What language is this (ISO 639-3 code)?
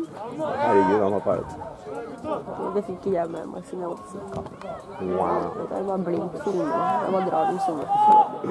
nor